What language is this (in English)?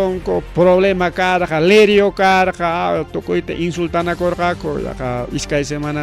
Ayacucho Quechua